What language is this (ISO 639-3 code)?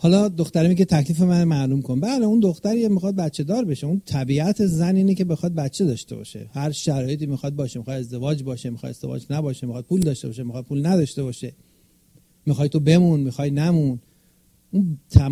fas